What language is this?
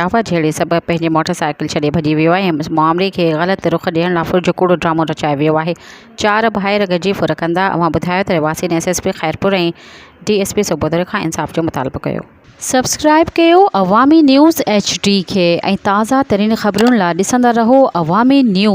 Sindhi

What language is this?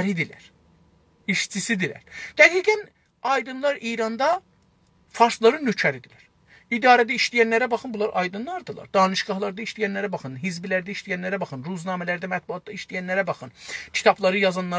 South Azerbaijani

